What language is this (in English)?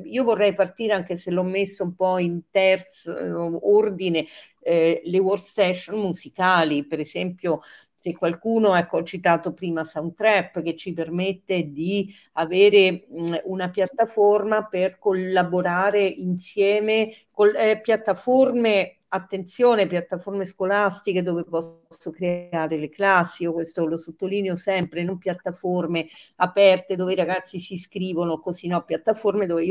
Italian